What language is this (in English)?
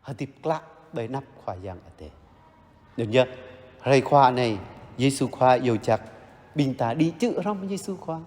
Jarai